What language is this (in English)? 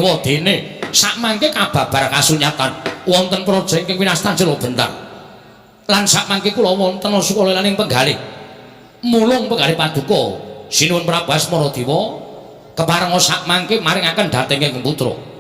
Javanese